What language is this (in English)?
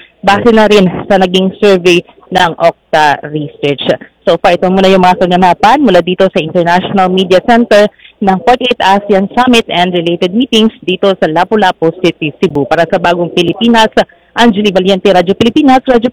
Filipino